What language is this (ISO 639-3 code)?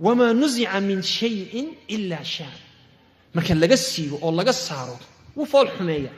som